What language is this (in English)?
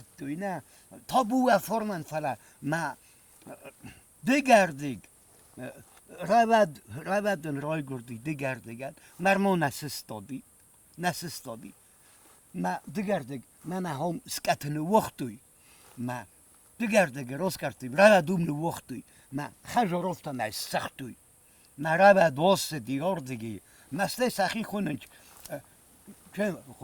Ossetic